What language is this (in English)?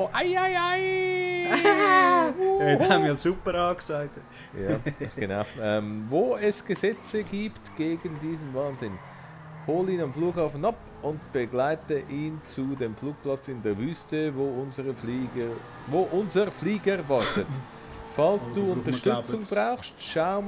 Swiss German